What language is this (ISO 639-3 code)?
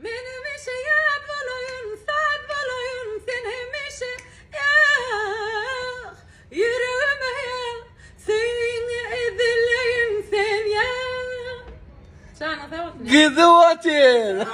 tuk